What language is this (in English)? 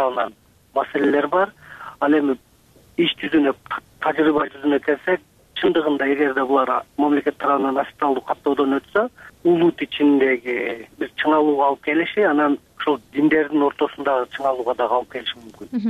Kyrgyz